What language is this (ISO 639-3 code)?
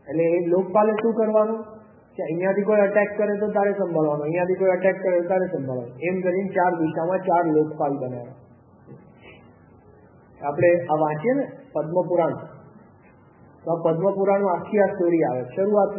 guj